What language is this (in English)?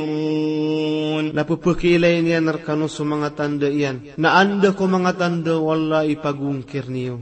Maranao